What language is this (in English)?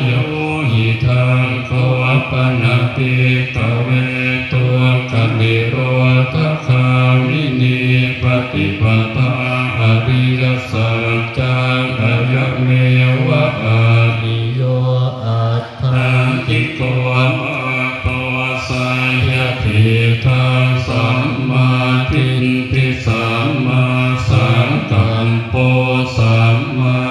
Pali